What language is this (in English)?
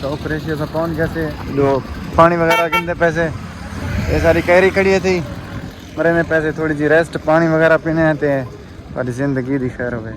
Saraiki